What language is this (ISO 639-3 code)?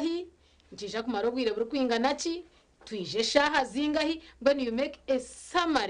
nyn